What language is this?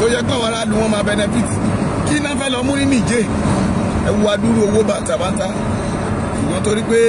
Yoruba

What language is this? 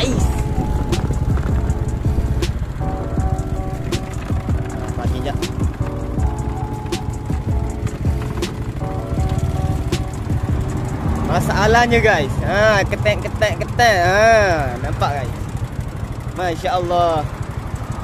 Malay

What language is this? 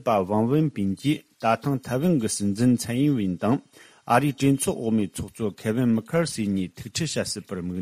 Tibetan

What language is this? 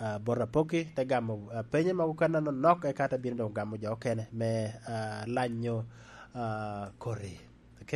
Lango (Uganda)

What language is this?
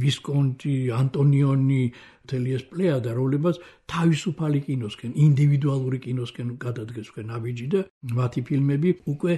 Georgian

